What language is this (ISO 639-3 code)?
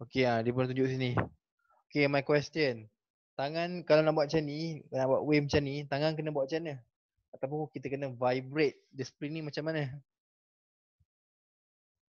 msa